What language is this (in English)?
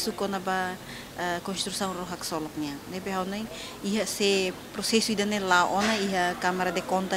Tetum